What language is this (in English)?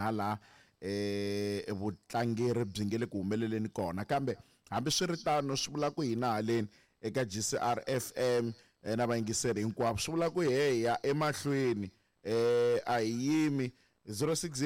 Tsonga